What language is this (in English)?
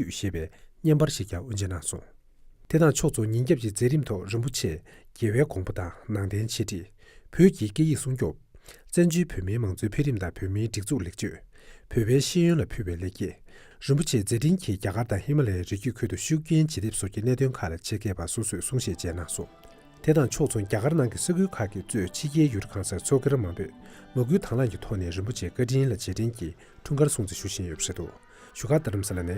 Tibetan